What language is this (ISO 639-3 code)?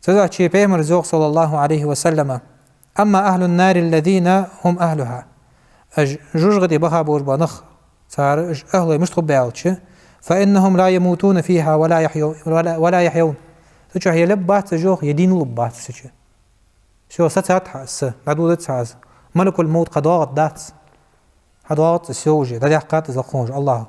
inh